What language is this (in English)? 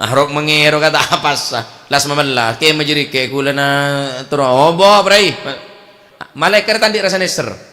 Madurese